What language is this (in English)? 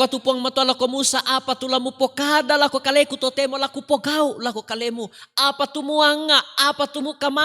Toraja-Sa'dan